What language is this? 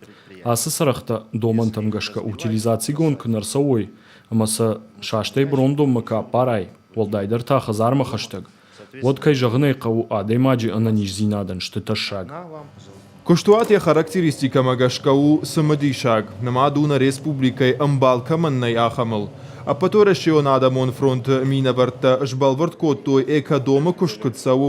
Ossetic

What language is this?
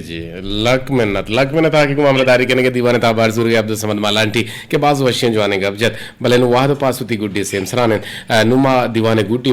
Eastern Balochi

